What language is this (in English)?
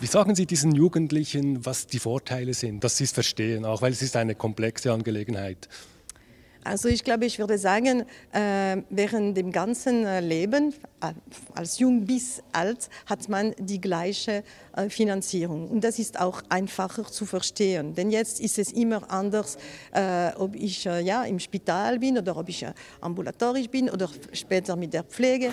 Swiss German